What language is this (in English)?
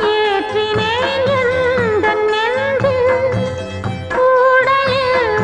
Tamil